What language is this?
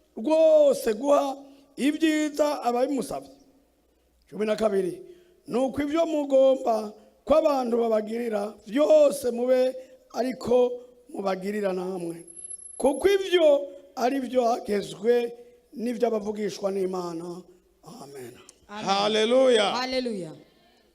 Rundi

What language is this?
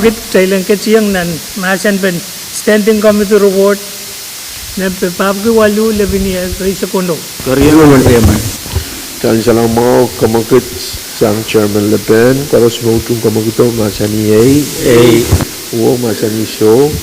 Pohnpeian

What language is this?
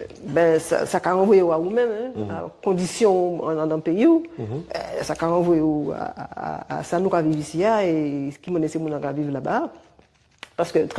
Guadeloupean Creole French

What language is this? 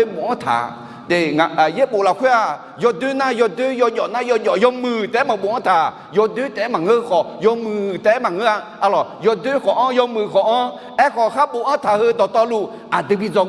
Akha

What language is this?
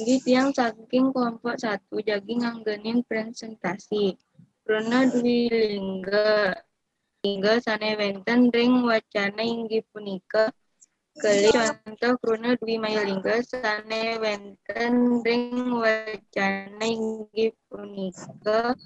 Balinese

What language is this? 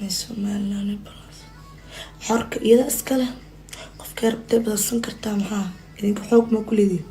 Somali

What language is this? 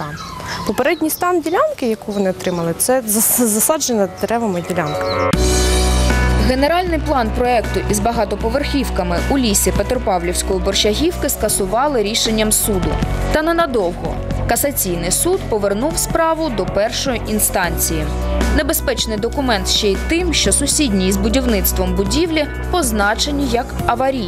Ukrainian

